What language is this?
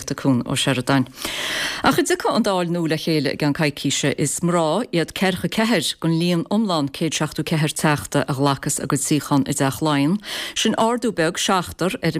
Irish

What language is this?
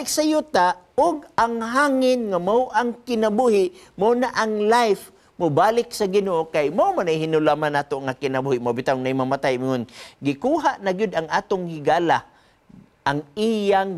Cebuano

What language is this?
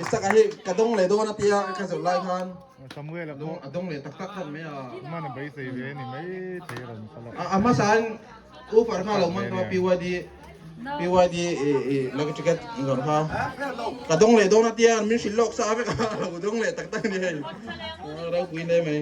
Mizo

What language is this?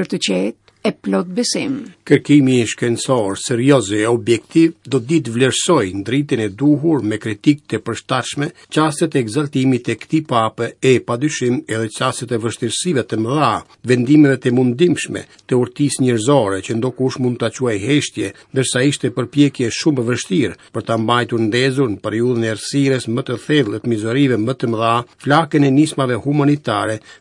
Albanian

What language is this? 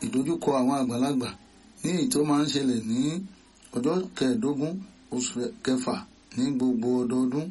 Yoruba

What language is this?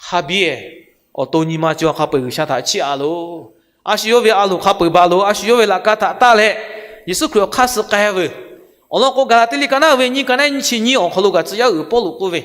Lahu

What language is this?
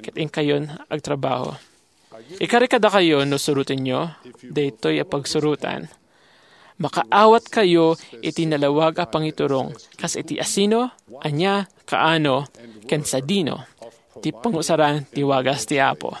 Iloko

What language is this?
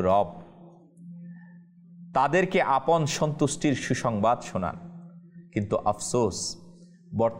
Bangla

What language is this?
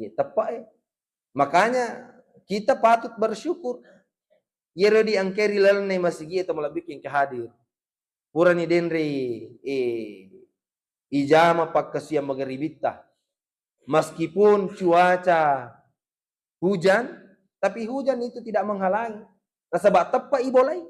Buginese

